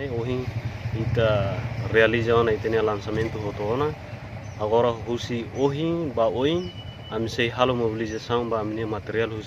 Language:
Tetum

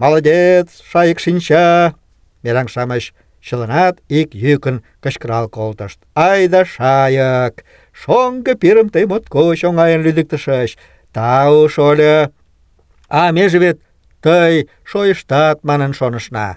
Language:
Mari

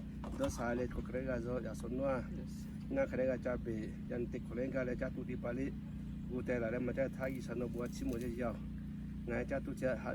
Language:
Lahu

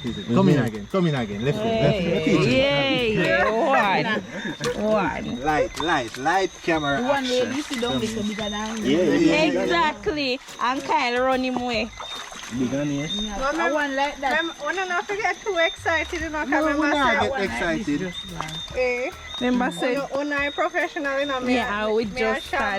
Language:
Jamaican Creole English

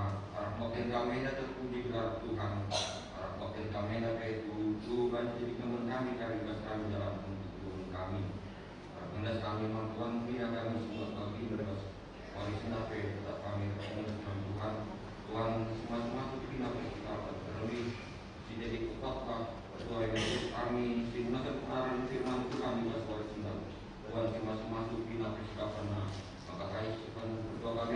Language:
Batak Karo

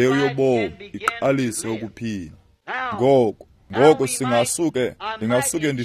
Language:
Xhosa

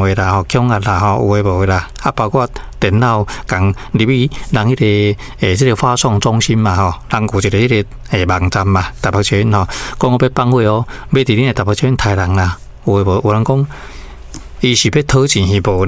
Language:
Min Nan Chinese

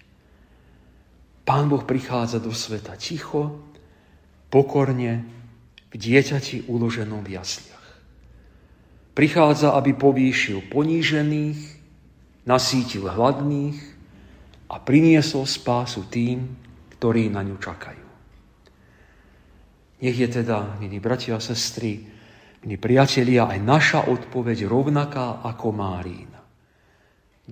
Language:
Slovak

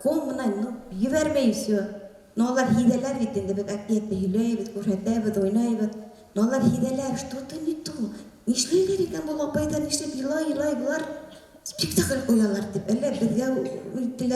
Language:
Bashkir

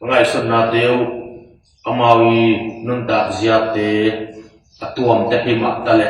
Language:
Tedim Chin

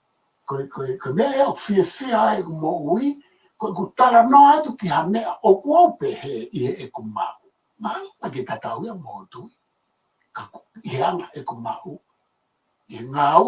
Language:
Tongan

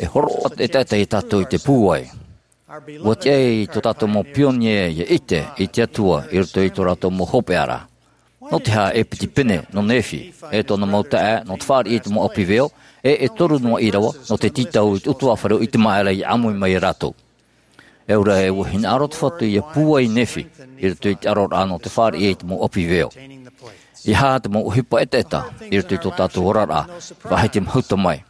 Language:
Tahitian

